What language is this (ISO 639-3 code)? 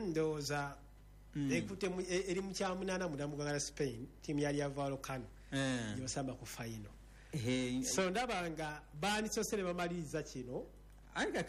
lug